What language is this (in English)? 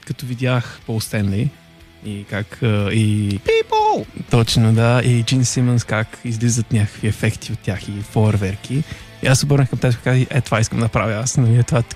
Bulgarian